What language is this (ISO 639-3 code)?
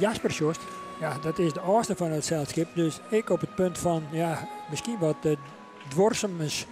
fry